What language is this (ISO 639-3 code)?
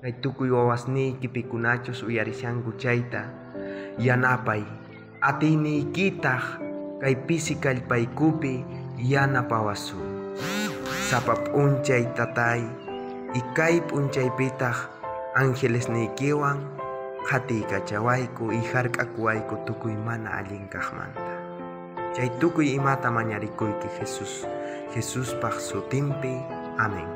quh